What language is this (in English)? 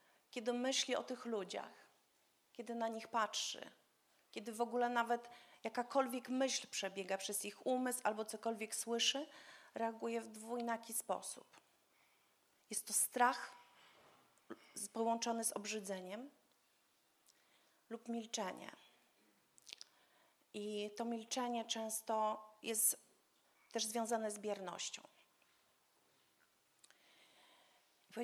Polish